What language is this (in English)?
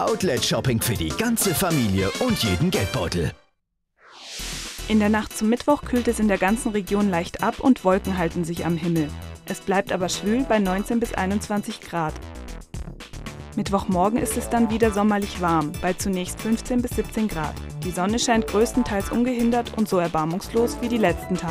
German